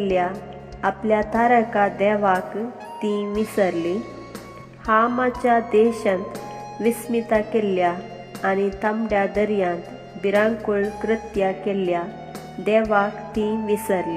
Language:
Konkani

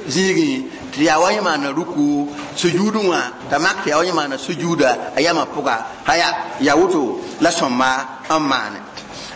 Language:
Mossi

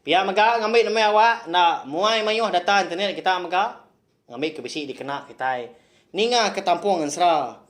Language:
Iban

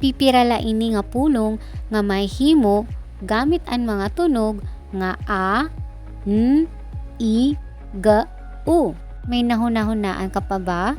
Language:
Waray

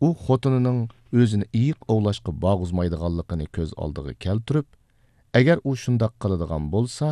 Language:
Uyghur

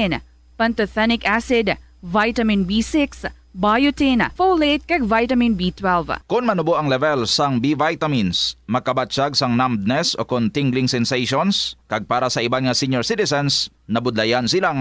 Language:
Hiligaynon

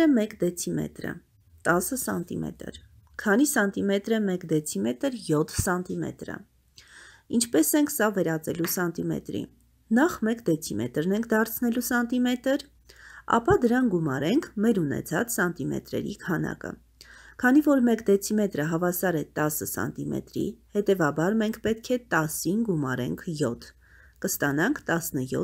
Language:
Armenian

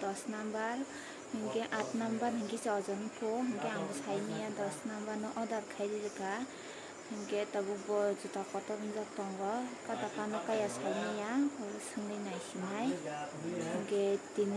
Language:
Kok Borok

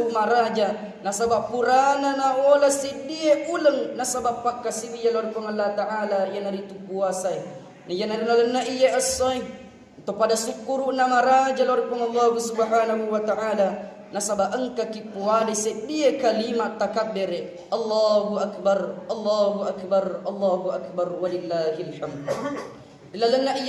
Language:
Buginese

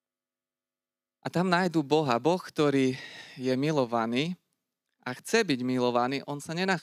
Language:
Slovak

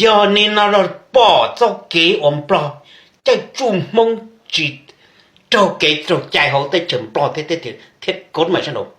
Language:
Hmong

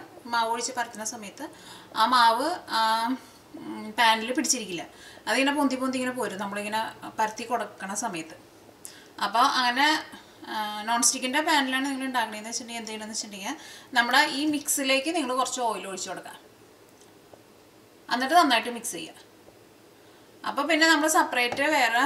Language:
Malayalam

